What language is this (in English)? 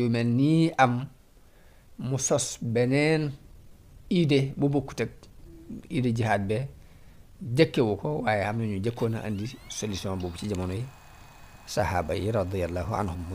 Wolof